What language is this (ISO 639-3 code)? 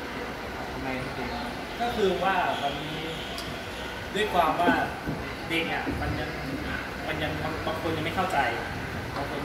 tha